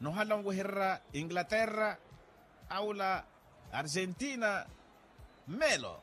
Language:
Makhuwa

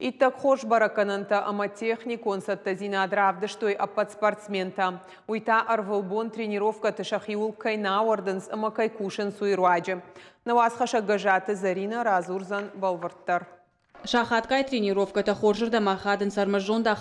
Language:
Ossetic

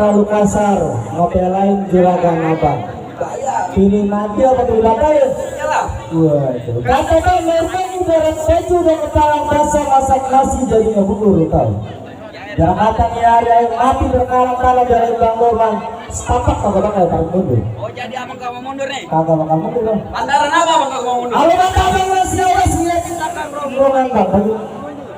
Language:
Betawi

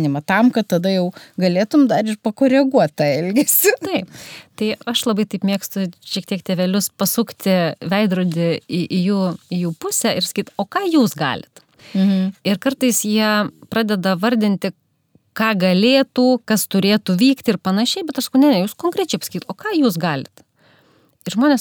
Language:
Lithuanian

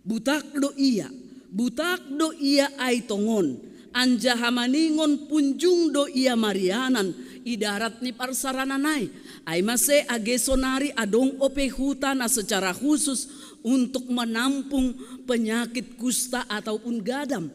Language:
Batak Simalungun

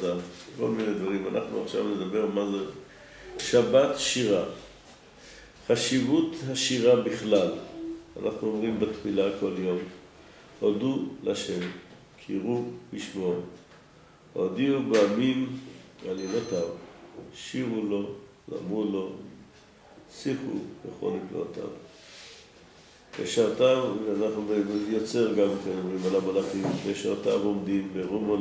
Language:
Hebrew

